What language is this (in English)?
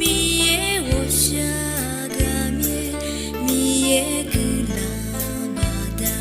Akha